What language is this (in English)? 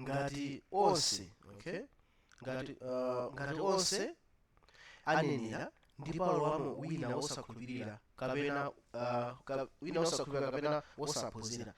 Nyanja